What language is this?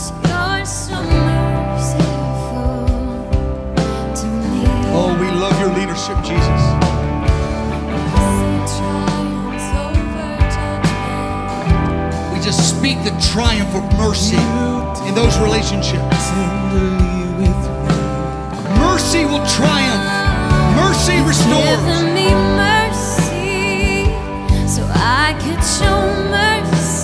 English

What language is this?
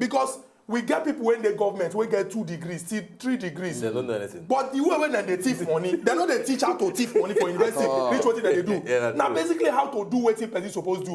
Nigerian Pidgin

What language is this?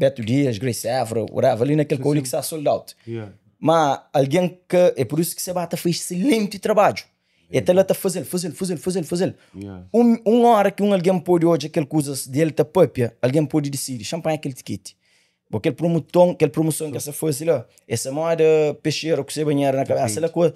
Kabuverdianu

